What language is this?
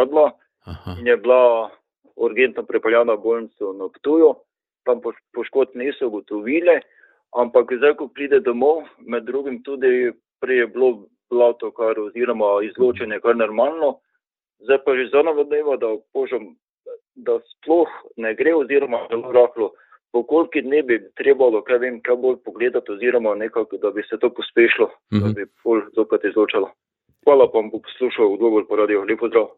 Slovenian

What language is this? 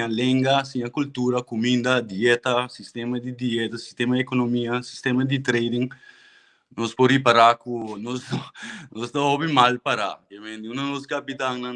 Papiamento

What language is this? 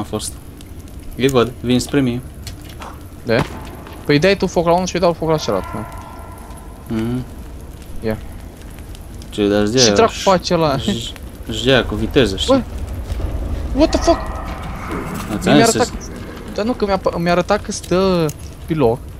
Romanian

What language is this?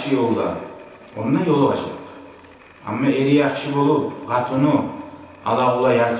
Kumyk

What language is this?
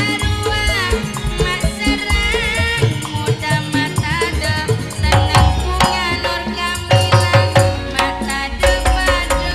Madurese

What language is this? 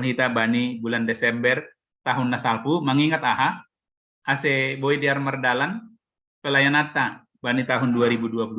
Batak Simalungun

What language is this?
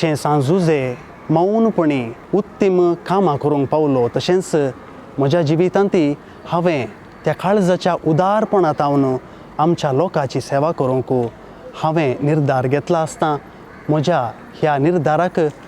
Konkani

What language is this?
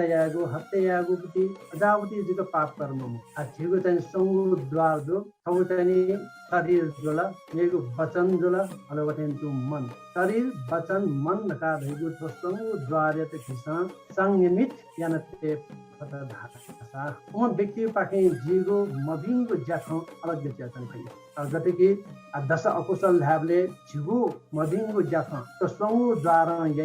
Newari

